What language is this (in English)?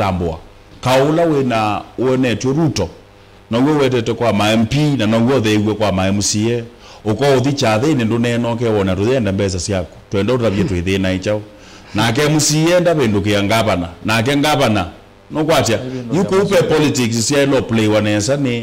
Kamba